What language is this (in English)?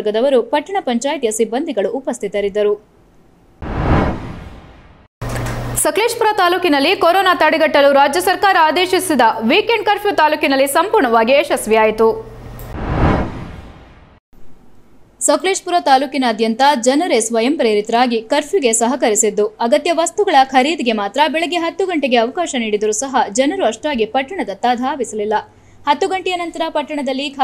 Kannada